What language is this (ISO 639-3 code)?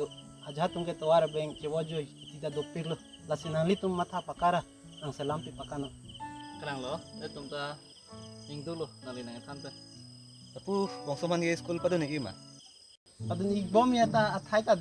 mjw